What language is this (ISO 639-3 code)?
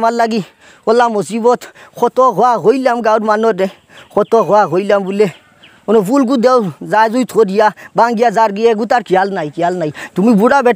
syl